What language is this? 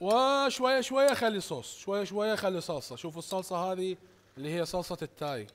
Mesopotamian Arabic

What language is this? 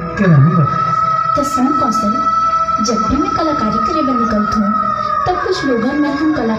Chhattisgarhi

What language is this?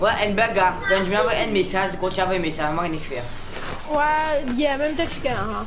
Morisyen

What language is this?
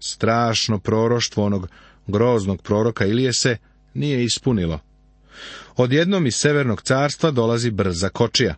Serbian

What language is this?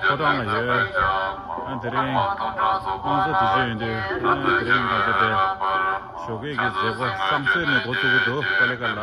Tibetan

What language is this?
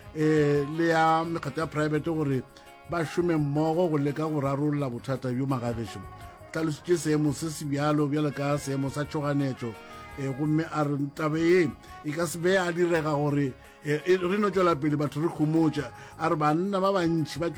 Northern Sotho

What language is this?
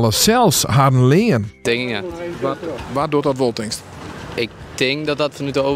Western Frisian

